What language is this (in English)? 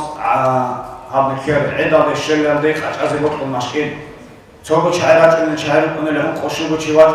Avaric